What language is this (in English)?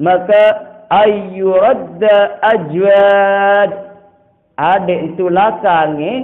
Sasak